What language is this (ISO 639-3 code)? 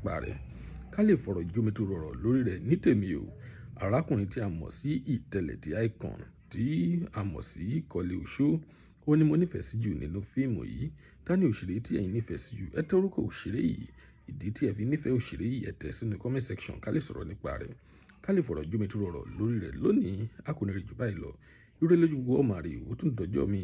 yor